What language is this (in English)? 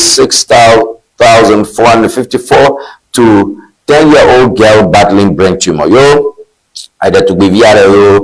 Ewe